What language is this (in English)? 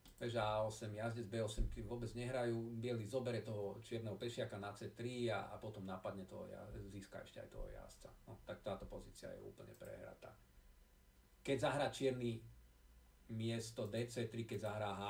Slovak